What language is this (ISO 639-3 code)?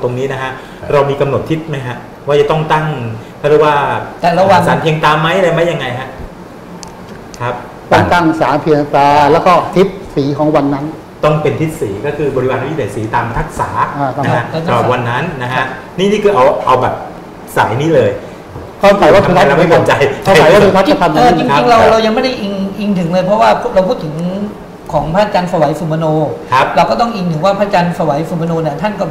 tha